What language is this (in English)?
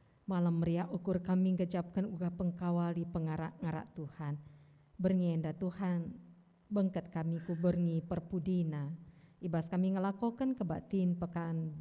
Batak Karo